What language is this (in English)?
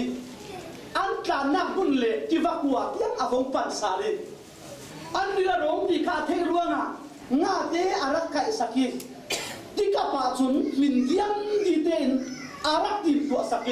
Falam Chin